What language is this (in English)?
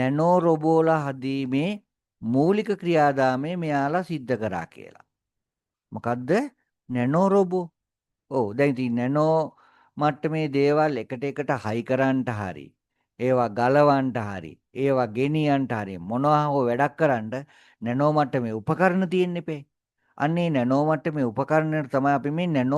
Sinhala